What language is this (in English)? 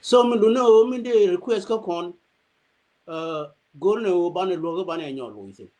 Nuer